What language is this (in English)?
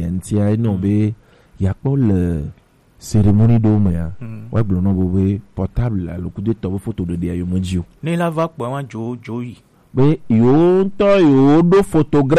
Gen